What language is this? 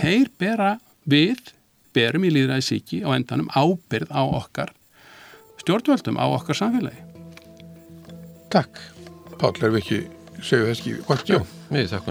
Icelandic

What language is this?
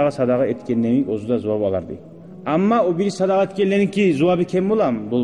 Kumyk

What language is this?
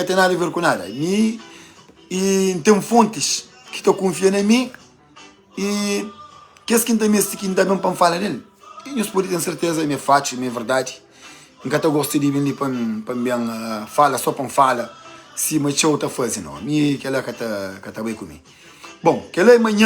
Kabuverdianu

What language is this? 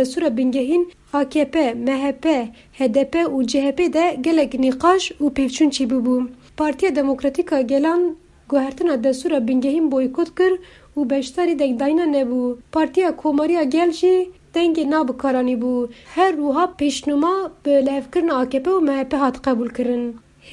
Kurdish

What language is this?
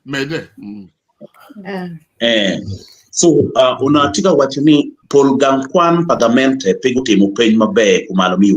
Acoli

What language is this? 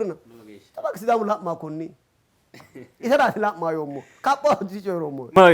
Sidamo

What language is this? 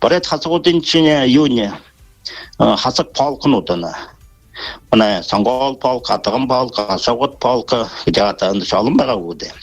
Buriat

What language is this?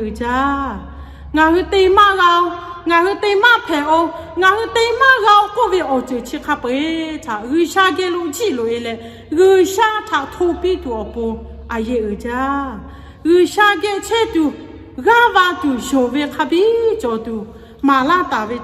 Lahu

